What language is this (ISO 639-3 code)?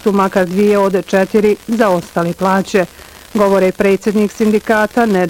bos